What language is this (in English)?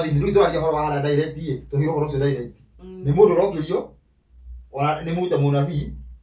Kikuyu